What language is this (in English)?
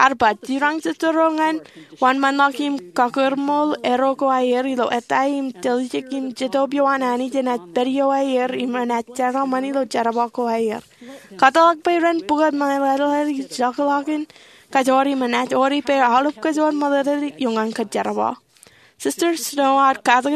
Marshallese